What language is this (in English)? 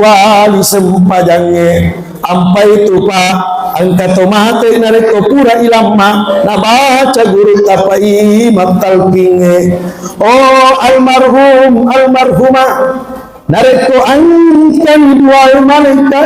Buginese